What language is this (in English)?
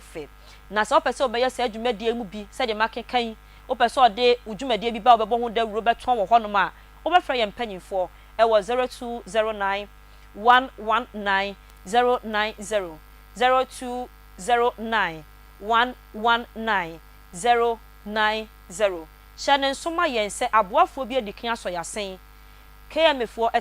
Akan